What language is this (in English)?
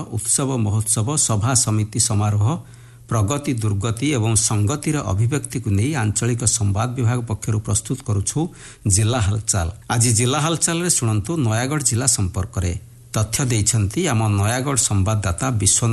Odia